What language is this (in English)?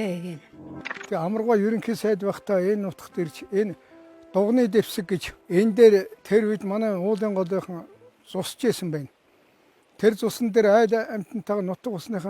Mongolian